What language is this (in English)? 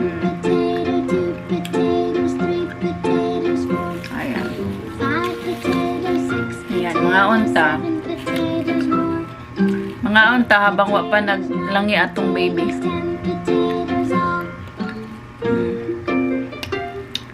Cebuano